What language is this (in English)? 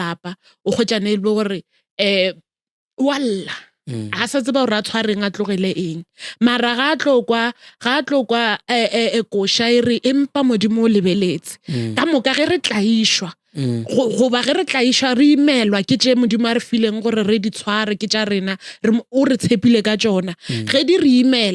Northern Sotho